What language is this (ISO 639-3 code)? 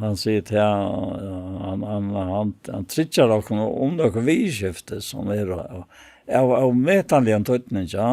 fao